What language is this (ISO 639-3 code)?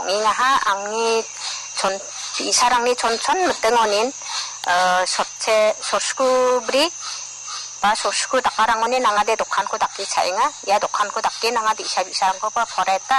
grt